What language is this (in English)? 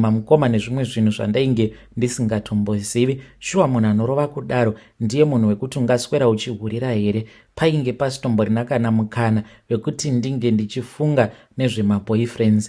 Shona